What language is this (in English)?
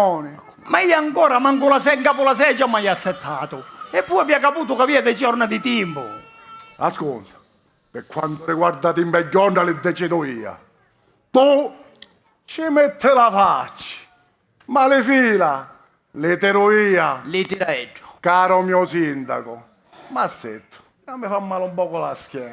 Sicilian